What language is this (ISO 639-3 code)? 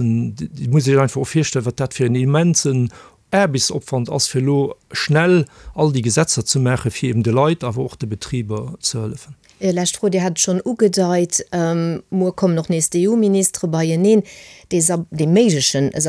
ltz